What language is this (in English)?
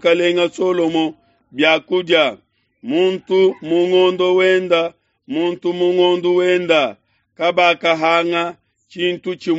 Luba-Lulua